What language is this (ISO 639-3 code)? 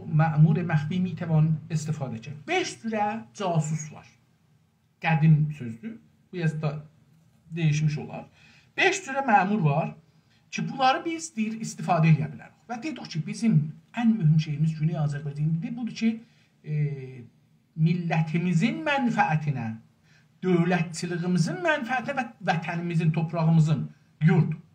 azb